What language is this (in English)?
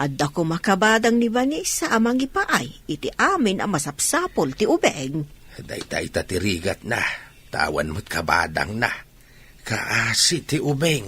Iloko